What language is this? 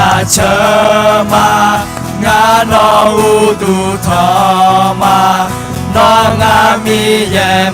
Akha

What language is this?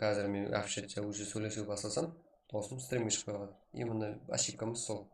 Kara-Kalpak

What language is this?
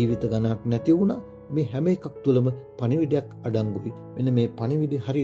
Sinhala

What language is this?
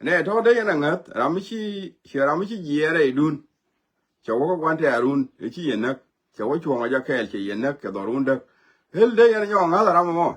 Nuer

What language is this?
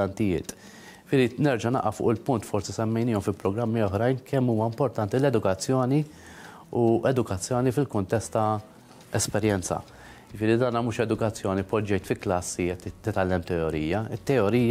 Maltese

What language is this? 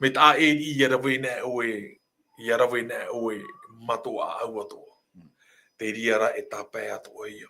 Tahitian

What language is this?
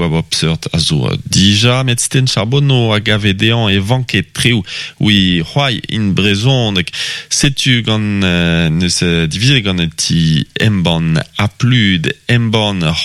Breton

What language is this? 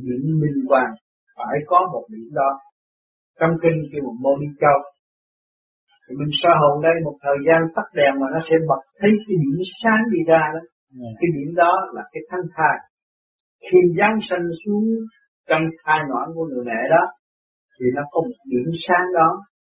Vietnamese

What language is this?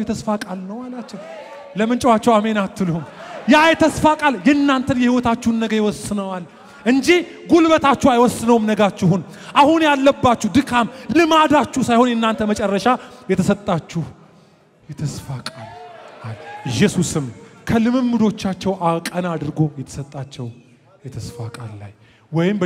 Amharic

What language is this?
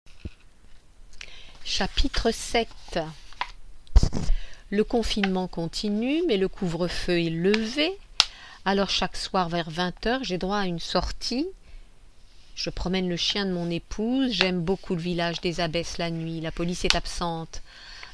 French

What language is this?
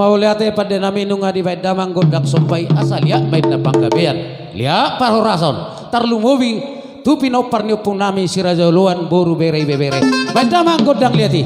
Batak Toba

